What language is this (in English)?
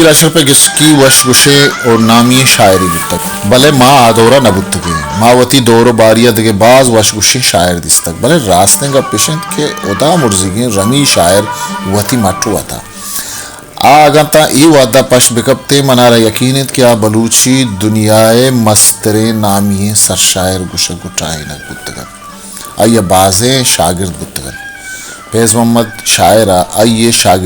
Baluchi